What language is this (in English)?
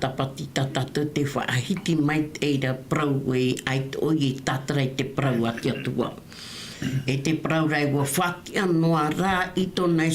Tahitian